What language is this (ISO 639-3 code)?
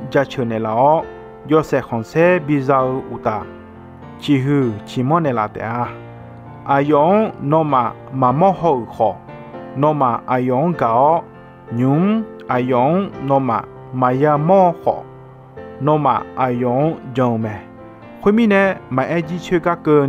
ahk